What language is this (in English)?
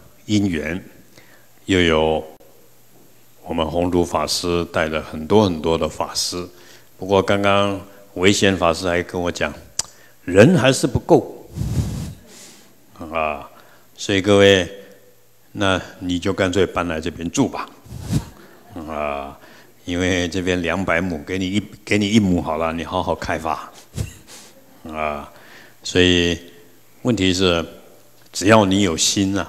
Chinese